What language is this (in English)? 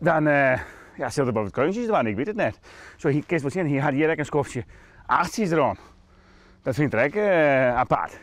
Western Frisian